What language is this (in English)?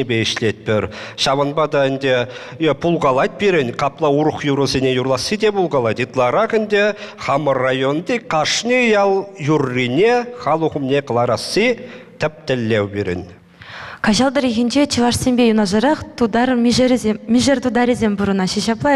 Chuvash